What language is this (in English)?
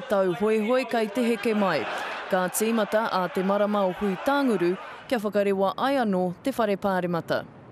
Māori